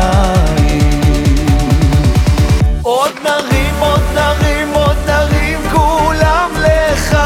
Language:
Hebrew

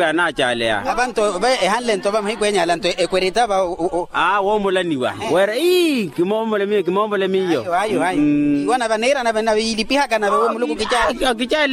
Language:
Makhuwa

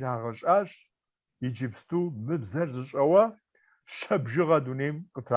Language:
Kabardian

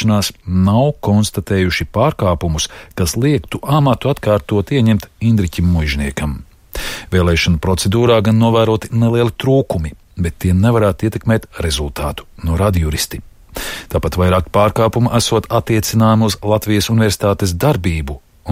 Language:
Latvian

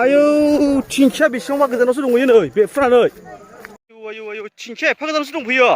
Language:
Bodo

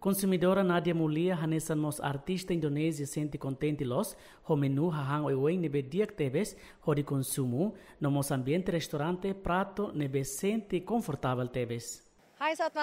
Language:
Tetum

